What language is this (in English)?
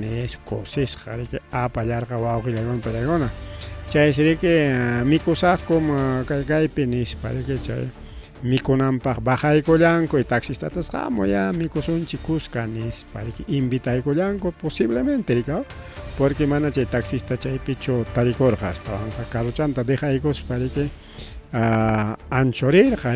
Ayacucho Quechua